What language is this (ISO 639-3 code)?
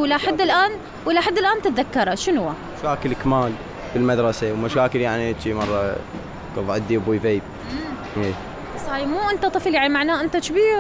acm